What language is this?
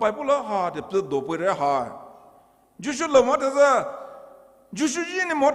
Poumei Naga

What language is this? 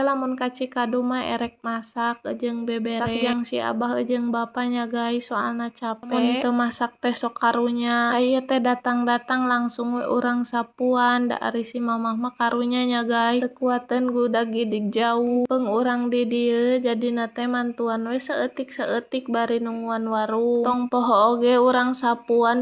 Sundanese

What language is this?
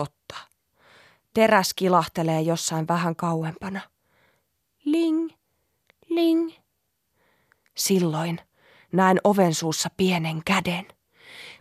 Finnish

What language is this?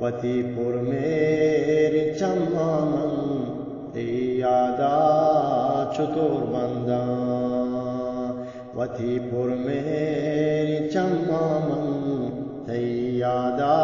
Eastern Balochi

